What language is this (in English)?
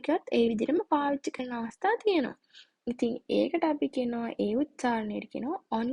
Sinhala